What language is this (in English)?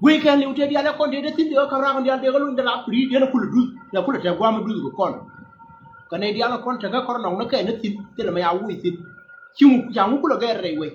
Nuer